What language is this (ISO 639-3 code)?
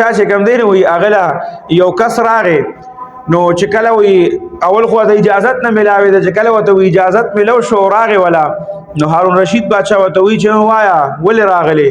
pus